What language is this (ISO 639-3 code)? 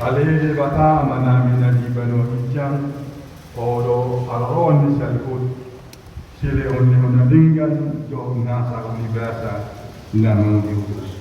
bbc